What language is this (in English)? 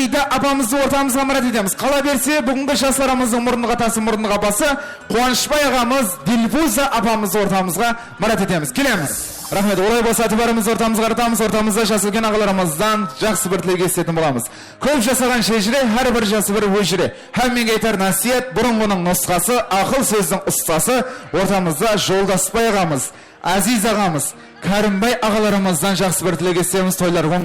Kara-Kalpak